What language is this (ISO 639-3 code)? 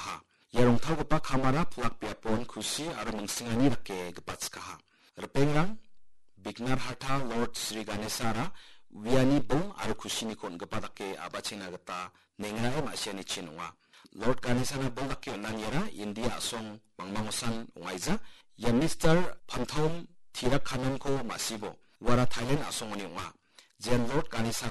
grt